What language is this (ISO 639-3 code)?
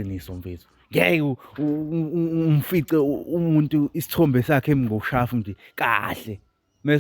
zul